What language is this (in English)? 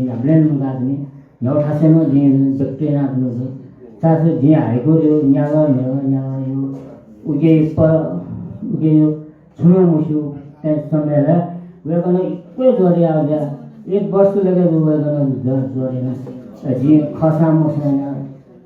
Newari